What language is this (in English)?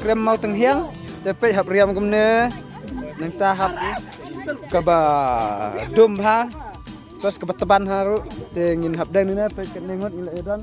Khasi